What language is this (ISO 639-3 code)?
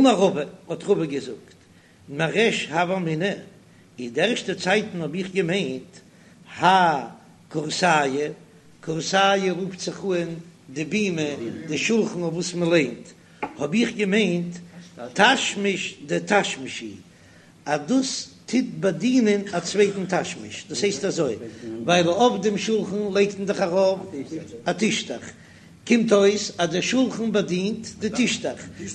yid